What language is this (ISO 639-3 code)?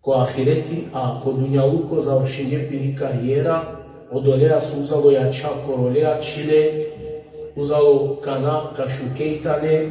rmn